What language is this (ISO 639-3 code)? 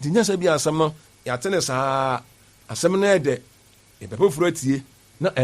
aka